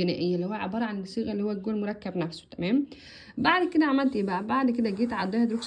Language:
Egyptian Arabic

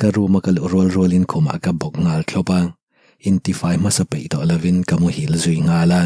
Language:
Mizo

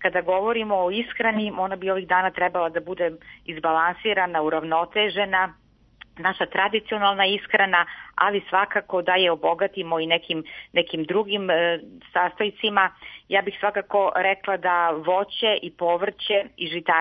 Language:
Serbian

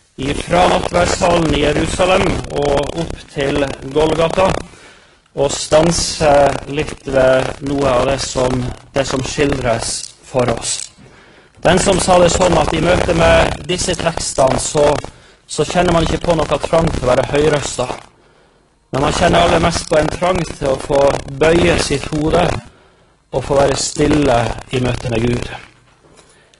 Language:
Norwegian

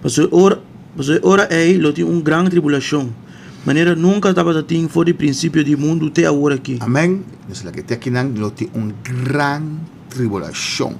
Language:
Papiamento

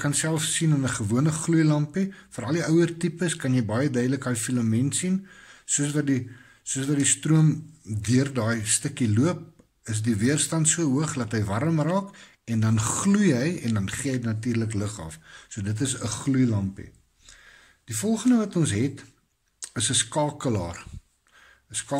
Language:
Afrikaans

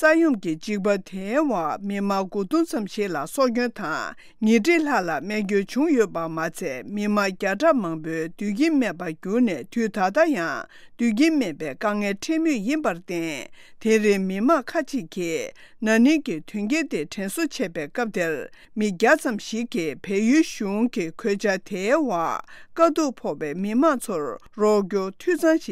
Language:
Tibetan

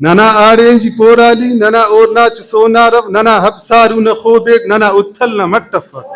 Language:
Brahui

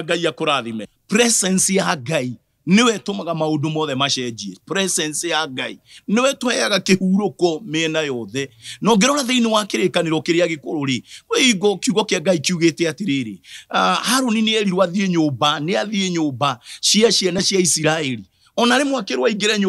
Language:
Kikuyu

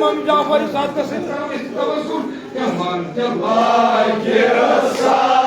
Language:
Kashmiri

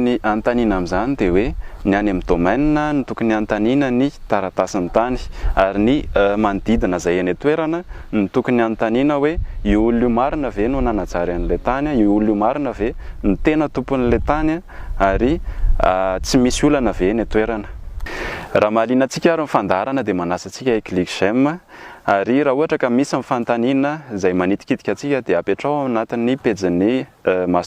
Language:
Malagasy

